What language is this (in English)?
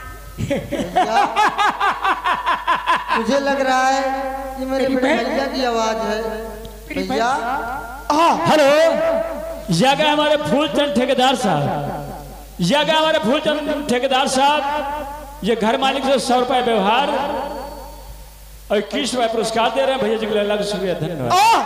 Hindi